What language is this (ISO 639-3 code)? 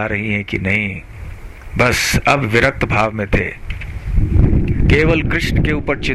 hin